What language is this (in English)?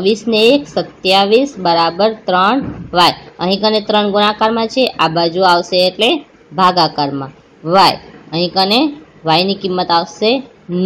Gujarati